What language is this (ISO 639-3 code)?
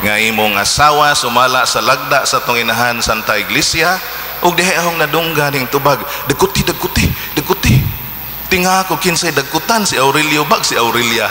ceb